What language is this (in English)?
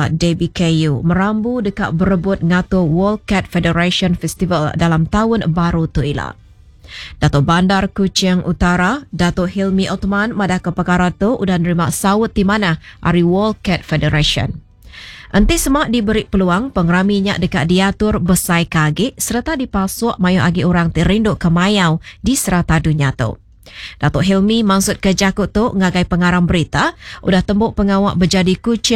Iban